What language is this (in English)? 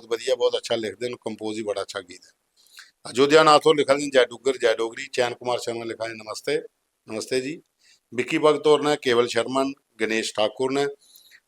Dogri